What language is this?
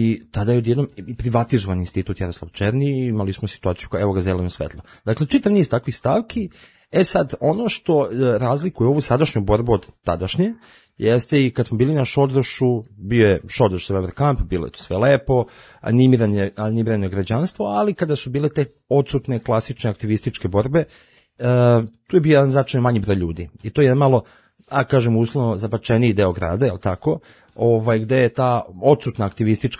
Serbian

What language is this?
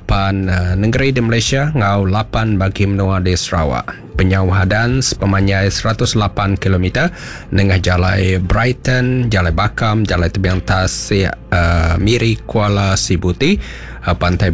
Iban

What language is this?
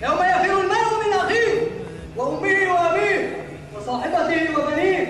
Chechen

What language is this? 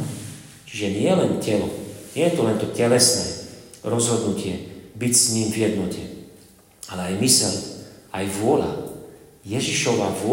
Slovak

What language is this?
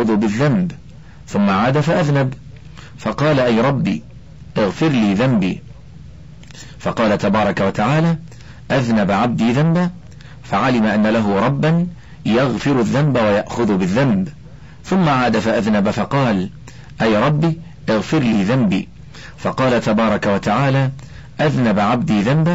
Arabic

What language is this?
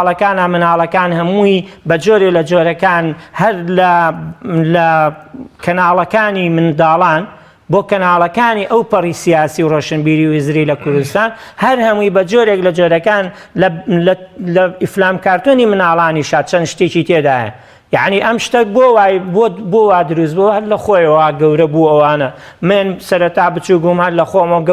Central Kurdish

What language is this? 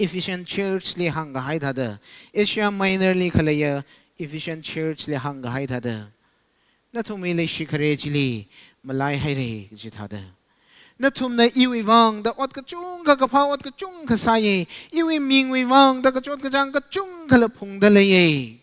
Tangkhul Naga (India)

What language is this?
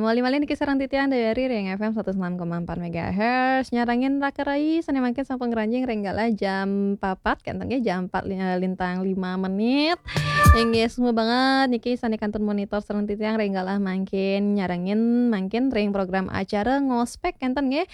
Balinese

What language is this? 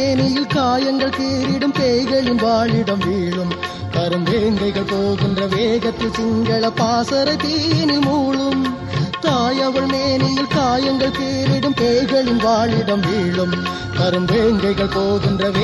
Tamil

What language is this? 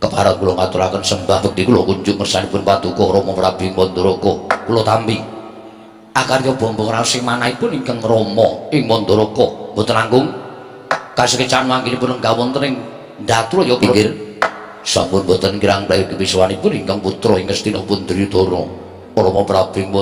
Javanese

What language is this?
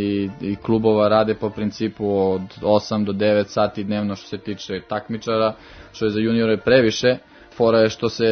Serbian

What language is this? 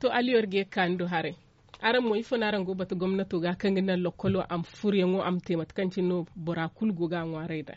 Zarma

